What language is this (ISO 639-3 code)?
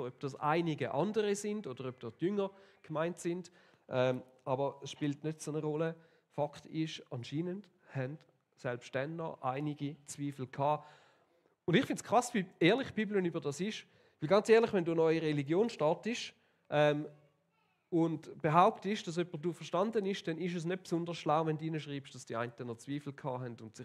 gsw